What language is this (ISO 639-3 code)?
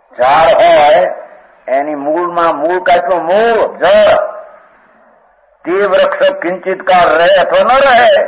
guj